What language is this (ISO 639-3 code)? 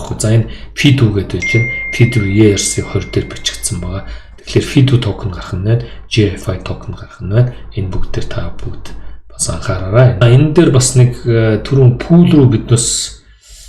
mon